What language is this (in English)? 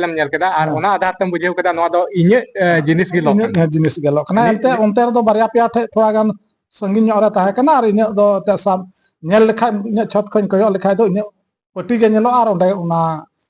Santali